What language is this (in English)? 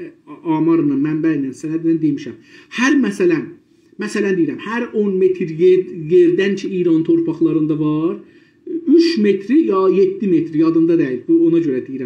South Azerbaijani